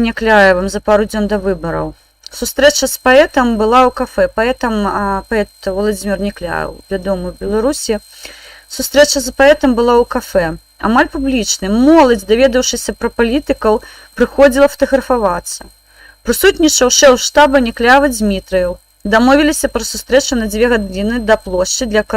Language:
Belarusian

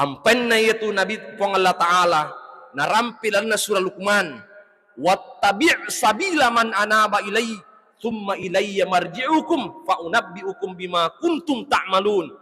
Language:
Buginese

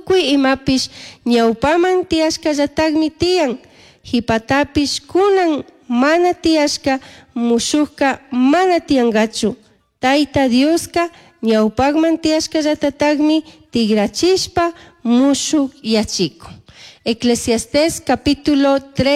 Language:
Chimborazo Highland Quichua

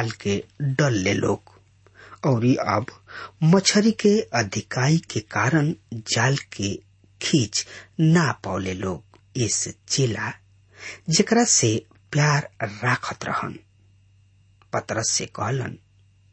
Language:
Bhojpuri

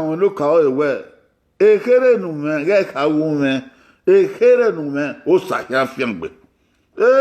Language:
Bini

